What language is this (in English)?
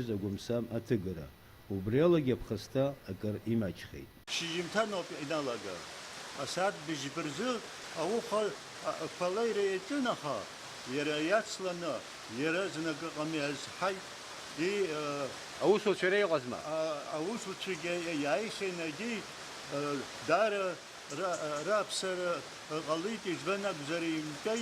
Abkhazian